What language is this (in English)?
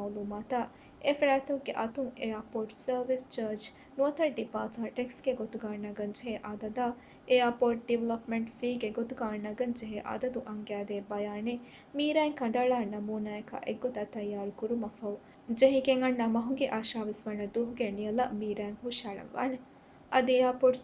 Divehi